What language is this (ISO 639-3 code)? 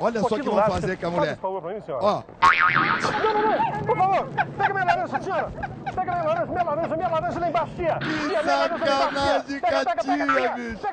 por